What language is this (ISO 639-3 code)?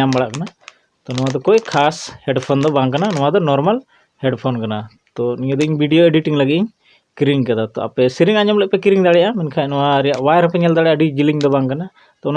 sat